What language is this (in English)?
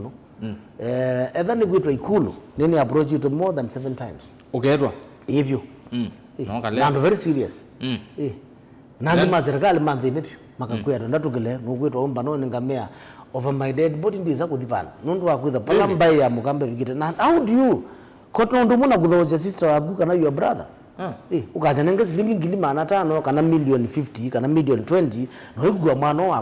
Kamba